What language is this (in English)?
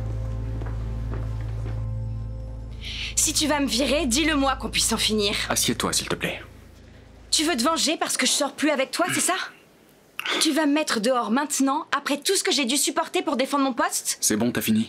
French